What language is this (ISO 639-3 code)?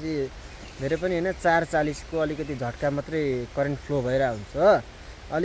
nep